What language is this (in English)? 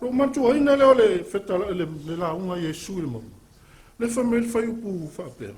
Samoan